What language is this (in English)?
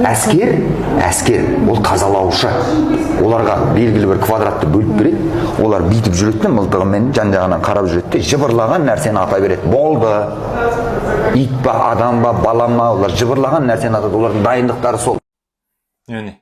Kazakh